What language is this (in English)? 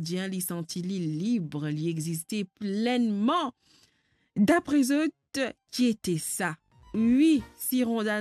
Morisyen